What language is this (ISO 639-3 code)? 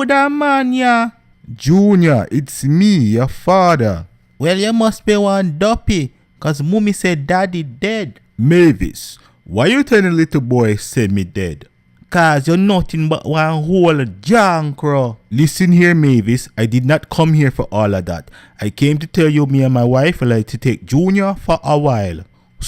jam